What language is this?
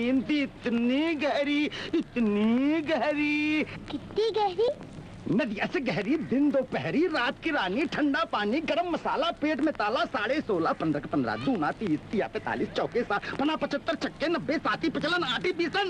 Hindi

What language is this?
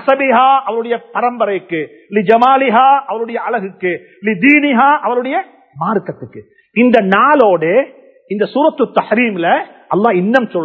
Tamil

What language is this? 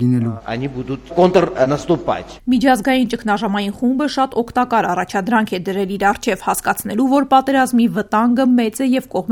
Armenian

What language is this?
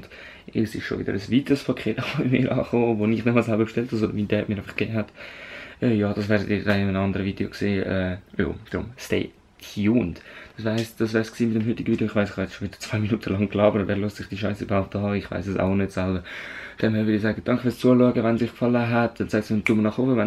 Swiss German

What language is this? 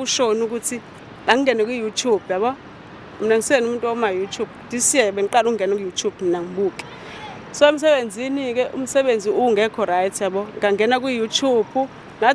Zulu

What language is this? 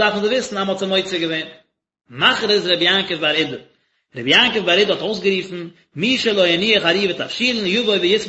Yiddish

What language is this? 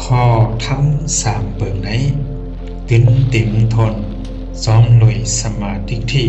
Shan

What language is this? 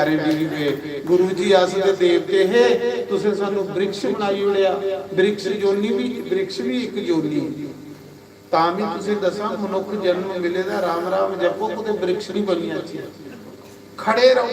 Dogri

